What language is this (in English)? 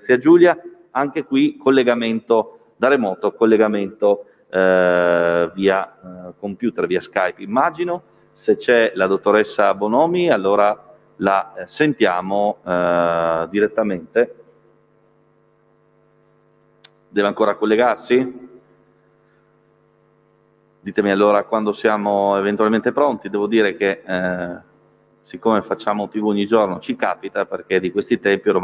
Italian